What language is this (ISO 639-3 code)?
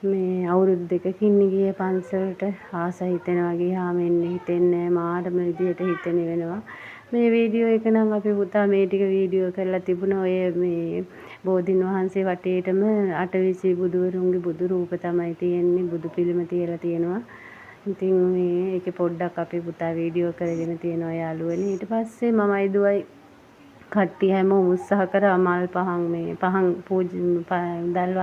sin